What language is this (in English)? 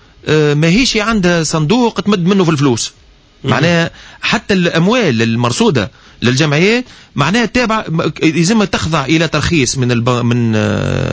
Tunisian Arabic